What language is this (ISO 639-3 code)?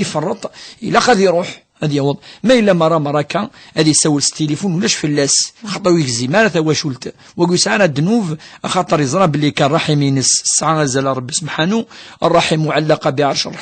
kab